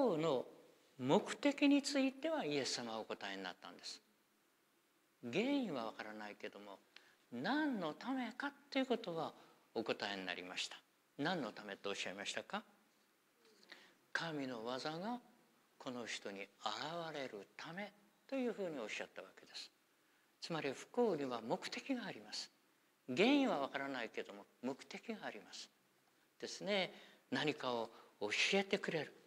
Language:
Japanese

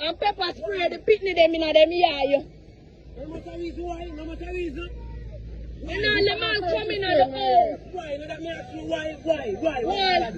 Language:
Jamaican Creole English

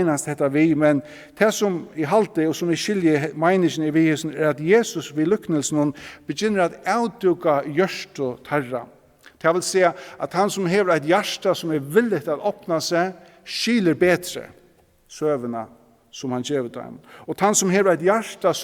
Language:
Faroese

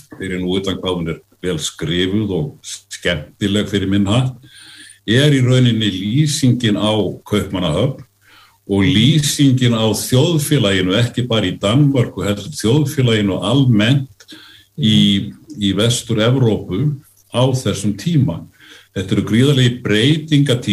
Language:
Icelandic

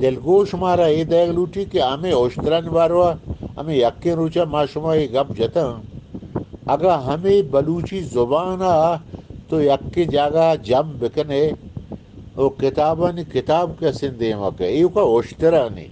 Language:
Eastern Balochi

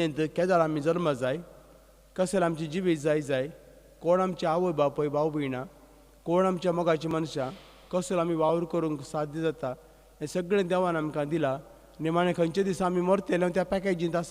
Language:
Konkani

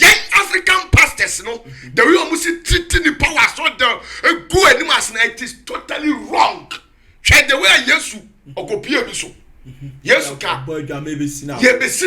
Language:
Akan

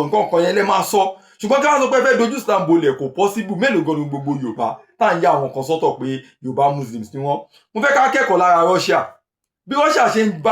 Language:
Yoruba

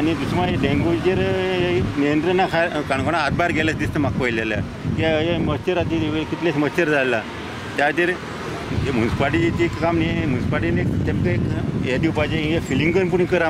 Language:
Konkani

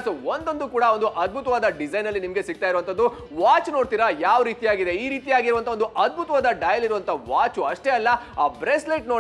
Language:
Kannada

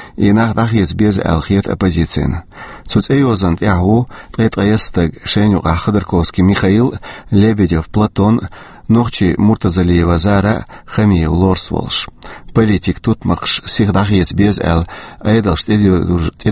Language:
Chechen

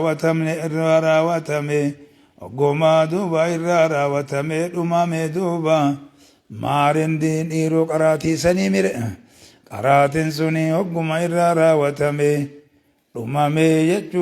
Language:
Oromo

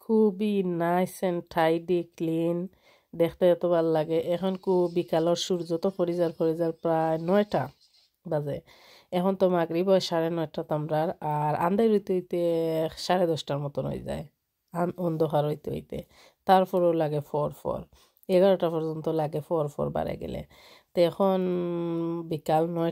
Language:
Sylheti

